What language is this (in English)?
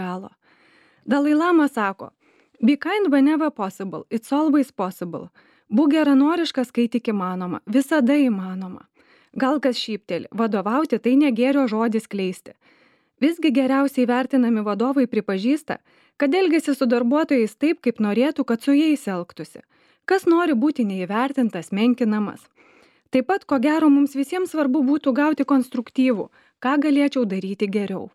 Lithuanian